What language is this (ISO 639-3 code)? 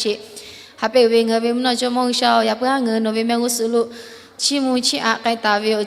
lhu